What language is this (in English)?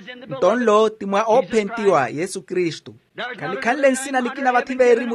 Makhuwa